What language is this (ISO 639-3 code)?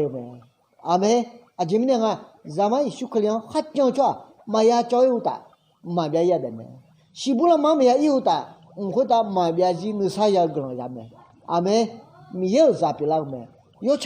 ahk